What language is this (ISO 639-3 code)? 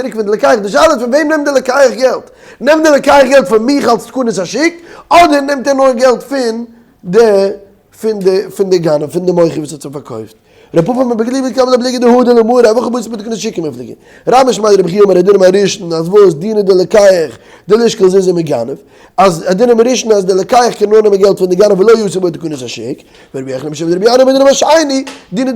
yid